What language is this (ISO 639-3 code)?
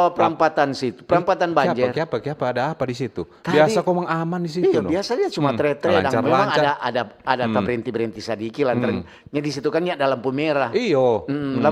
xmm